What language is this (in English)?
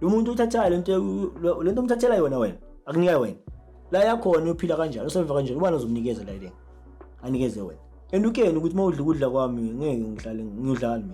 Zulu